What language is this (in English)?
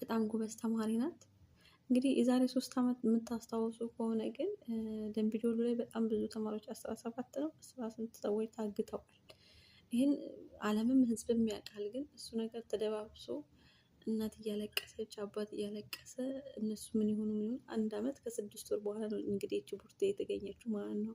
Amharic